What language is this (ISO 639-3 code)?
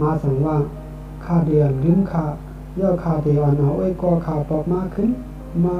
shn